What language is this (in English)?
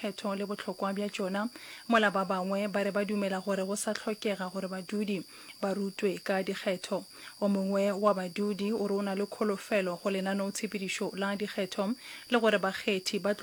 Northern Sotho